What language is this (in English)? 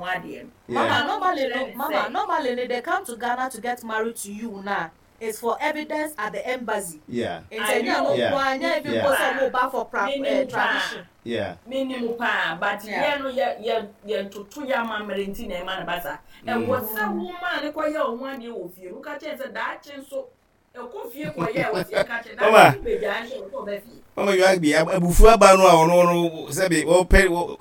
Akan